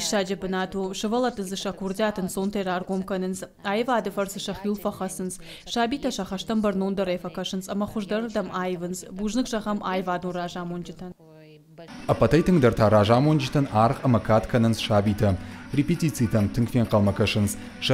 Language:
Ossetic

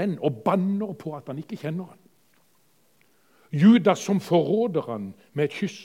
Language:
Norwegian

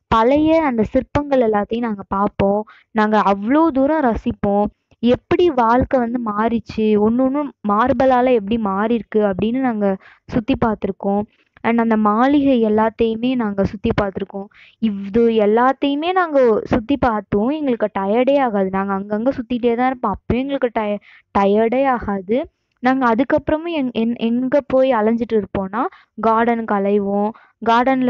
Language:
Tamil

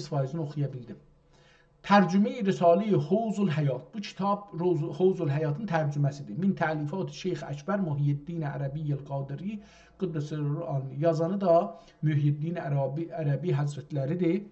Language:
South Azerbaijani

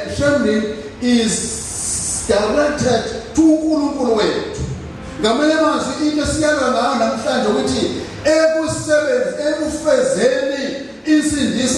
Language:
Zulu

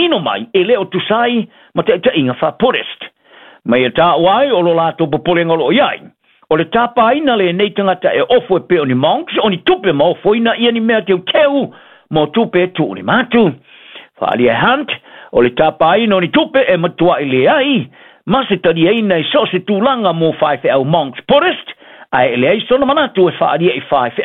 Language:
Samoan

